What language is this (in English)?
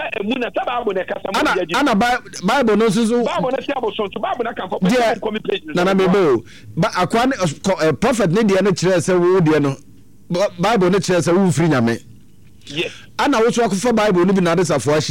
Akan